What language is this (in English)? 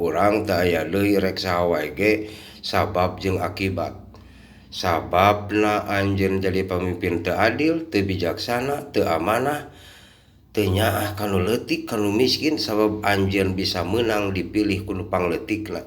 Sundanese